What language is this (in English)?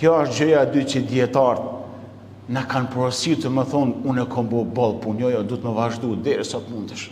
Albanian